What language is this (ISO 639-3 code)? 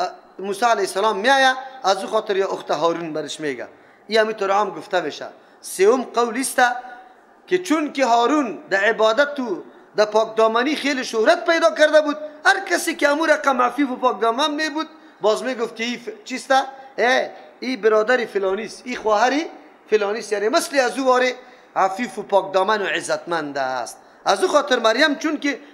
fas